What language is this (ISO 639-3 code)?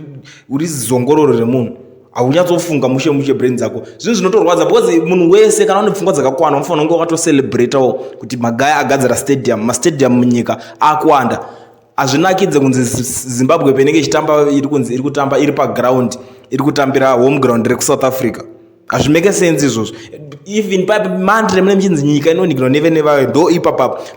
sna